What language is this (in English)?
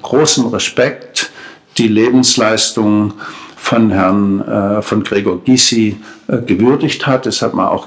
German